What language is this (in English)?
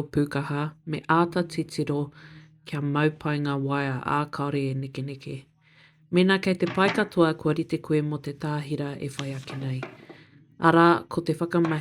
Māori